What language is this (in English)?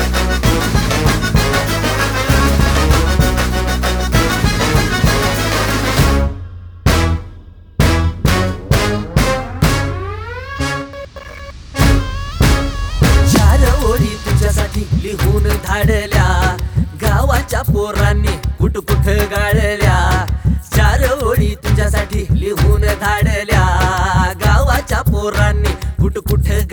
Marathi